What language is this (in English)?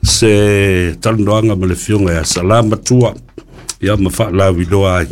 Samoan